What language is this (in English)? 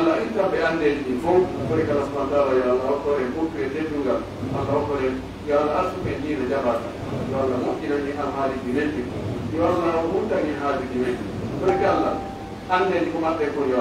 Pular